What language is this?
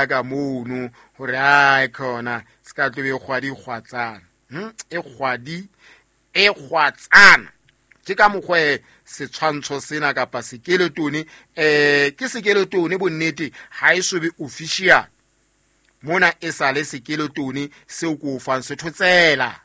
Southern Sotho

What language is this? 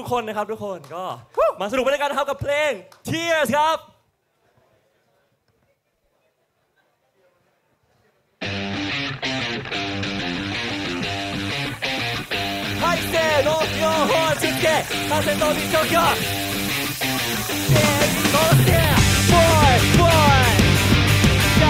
Thai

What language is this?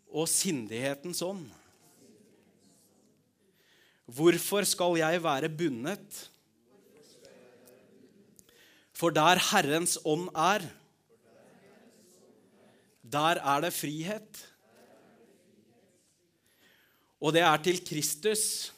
Norwegian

